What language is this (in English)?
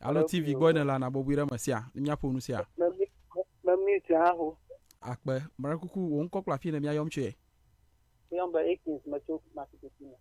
Ewe